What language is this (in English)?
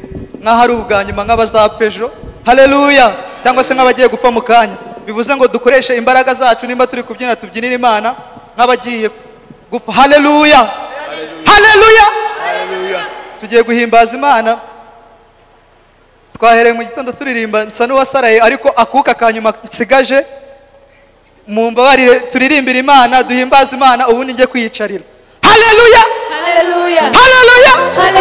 Kinyarwanda